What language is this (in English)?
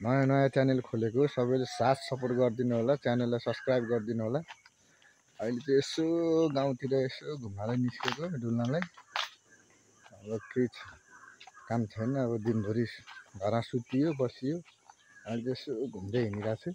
Nepali